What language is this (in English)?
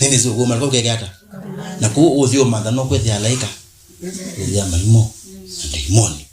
Kamba